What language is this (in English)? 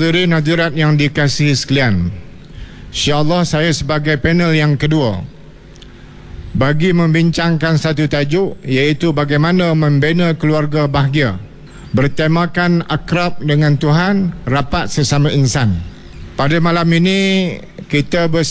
Malay